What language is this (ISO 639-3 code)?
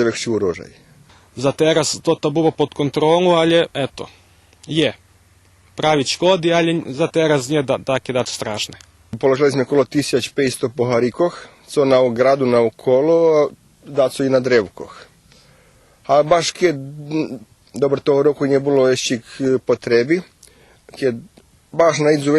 rue